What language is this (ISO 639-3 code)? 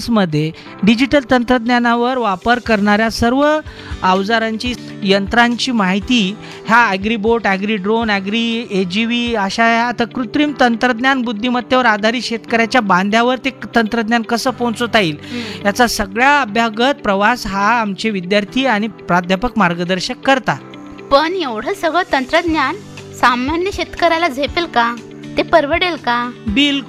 mar